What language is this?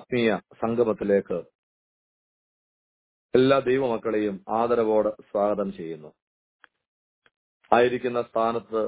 Malayalam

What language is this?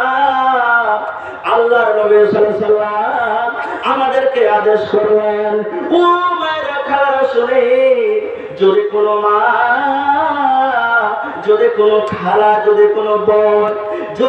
Bangla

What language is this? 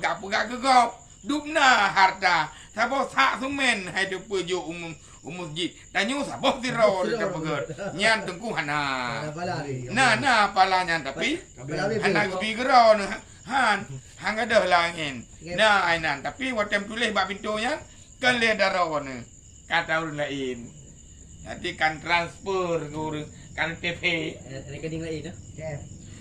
Achinese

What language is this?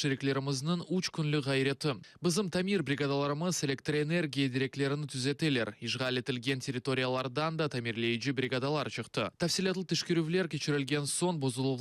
Crimean Tatar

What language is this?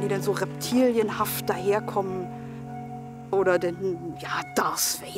German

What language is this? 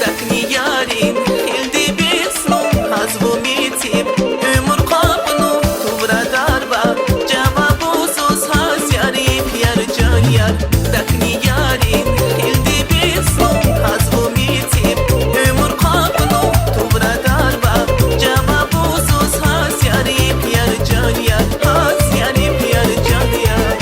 Tabassaran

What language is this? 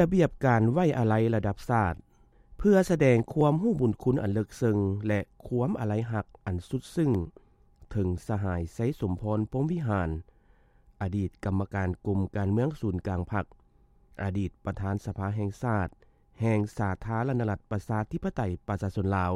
Lao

